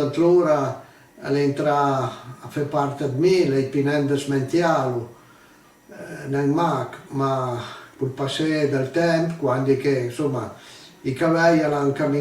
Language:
Piedmontese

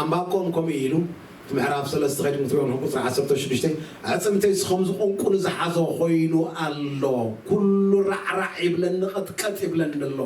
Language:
Tigrinya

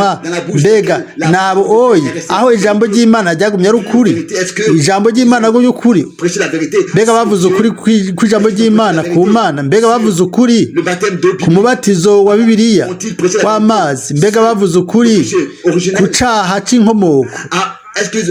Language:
Rundi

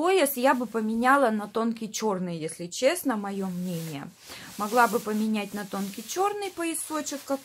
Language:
Russian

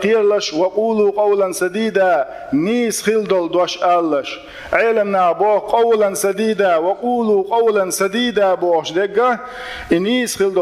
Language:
Chechen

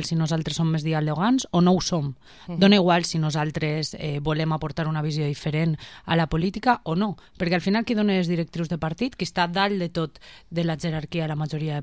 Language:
Catalan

